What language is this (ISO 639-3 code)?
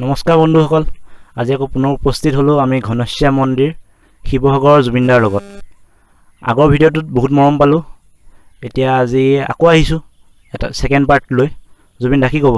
asm